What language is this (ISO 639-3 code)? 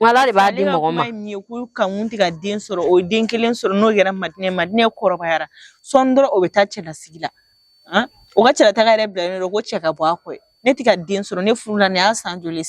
bam